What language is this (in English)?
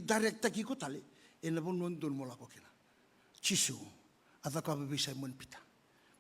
Fijian